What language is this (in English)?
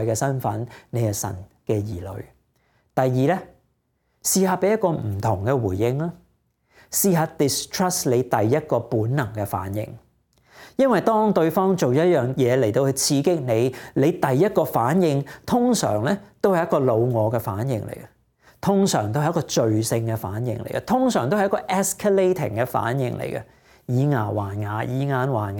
Cantonese